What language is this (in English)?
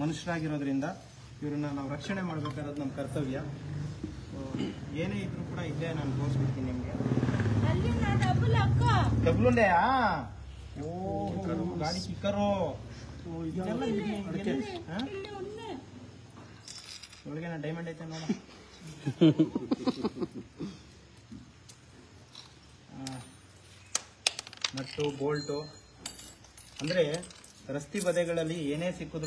Kannada